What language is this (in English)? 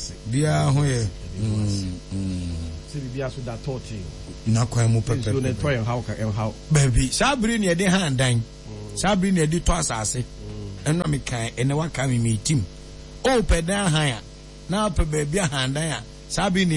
Akan